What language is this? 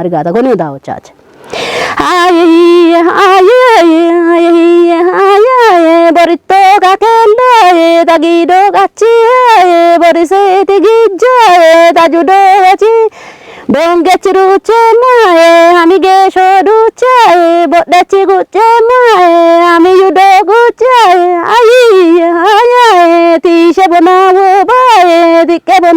Kafa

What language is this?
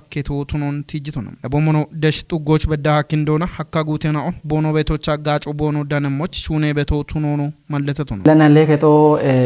Kafa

